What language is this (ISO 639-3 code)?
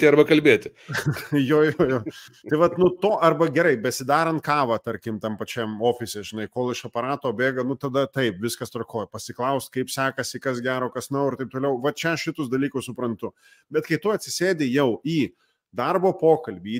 lit